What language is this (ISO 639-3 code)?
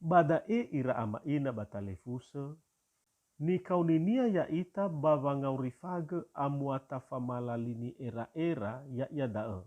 nia